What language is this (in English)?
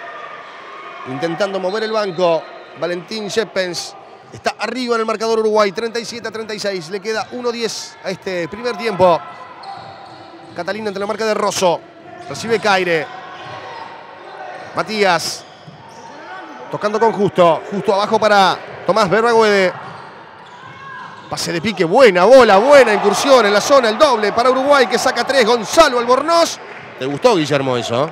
Spanish